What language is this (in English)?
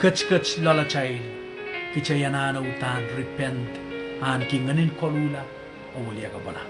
Pohnpeian